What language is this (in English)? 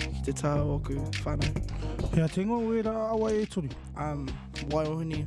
Māori